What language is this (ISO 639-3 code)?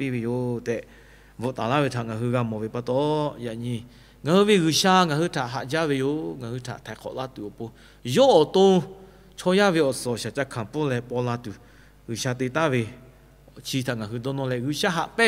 lhu